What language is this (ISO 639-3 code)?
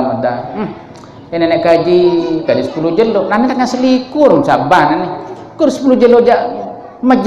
sas